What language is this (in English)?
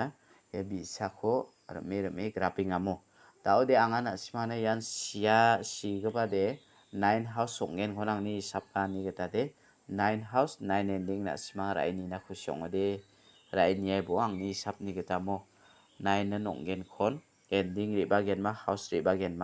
Garo